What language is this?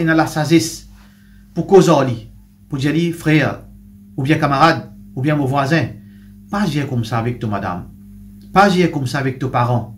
Morisyen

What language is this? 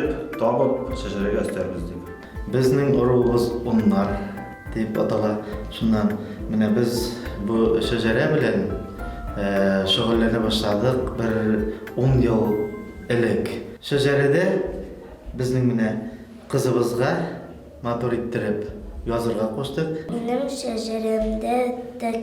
Bashkir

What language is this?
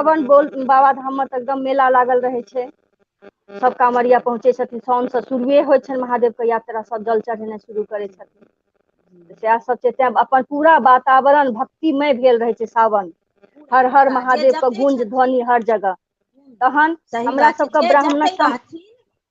Maithili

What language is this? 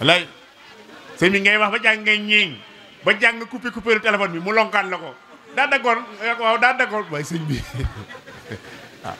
Wolof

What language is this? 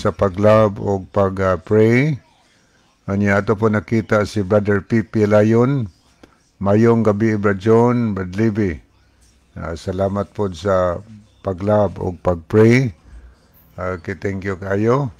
Cebuano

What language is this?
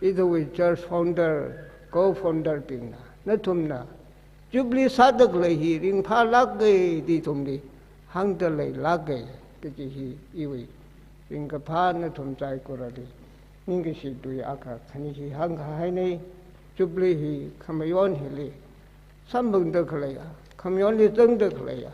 Tangkhul Naga (India)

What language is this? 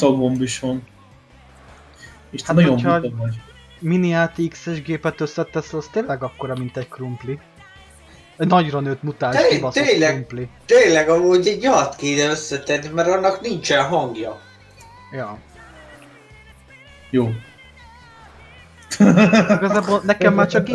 Hungarian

